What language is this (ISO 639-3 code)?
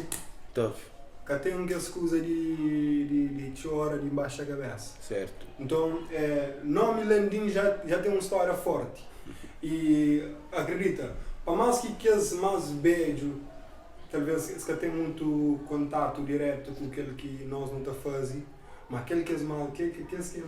kea